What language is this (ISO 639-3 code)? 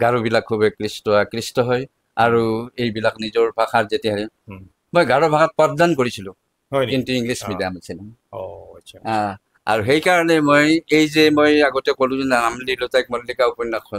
asm